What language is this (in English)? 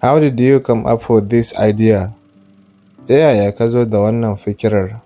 Hausa